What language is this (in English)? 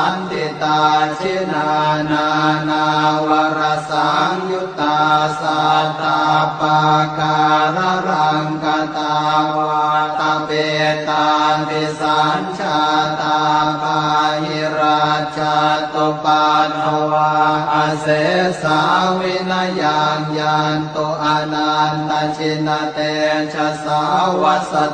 Pali